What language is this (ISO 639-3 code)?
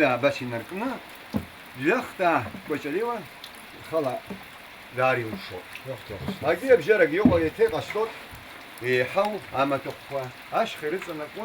abk